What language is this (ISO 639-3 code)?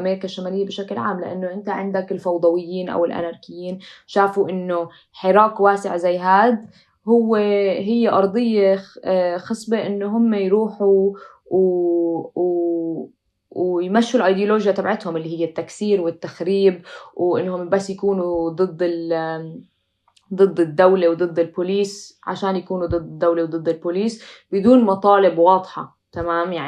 apc